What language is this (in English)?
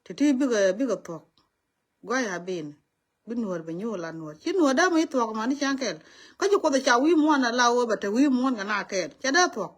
Nuer